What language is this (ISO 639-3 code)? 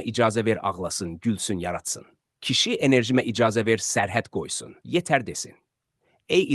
aze